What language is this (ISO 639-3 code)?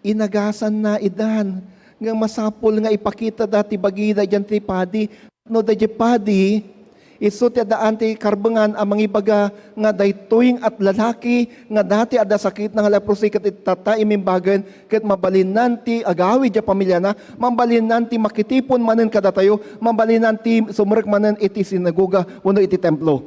ilo